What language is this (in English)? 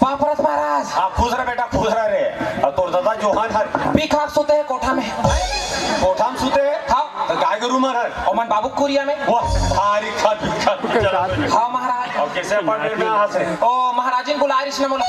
Chhattisgarhi